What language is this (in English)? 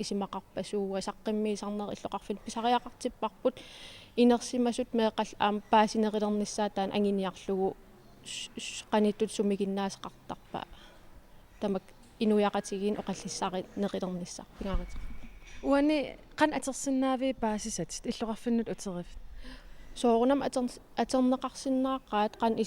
Kalaallisut